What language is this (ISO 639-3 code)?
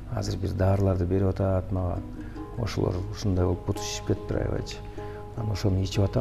kir